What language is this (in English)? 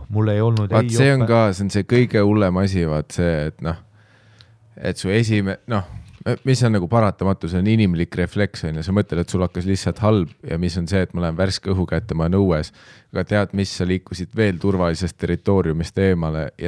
Estonian